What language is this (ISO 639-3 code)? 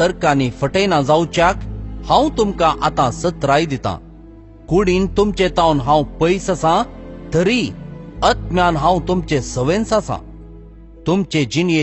kok